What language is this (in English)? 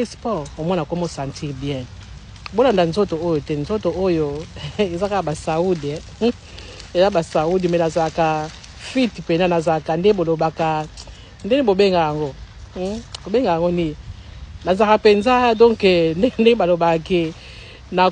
Lingala